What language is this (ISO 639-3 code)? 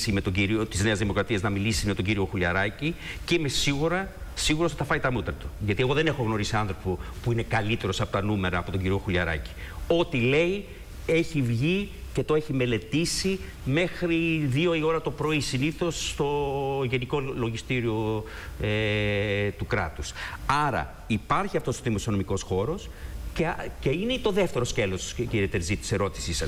ell